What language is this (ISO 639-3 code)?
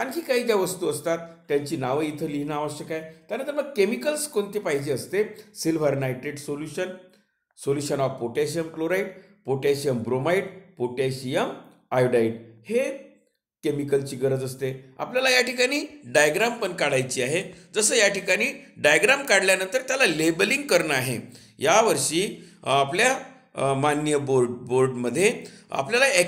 mar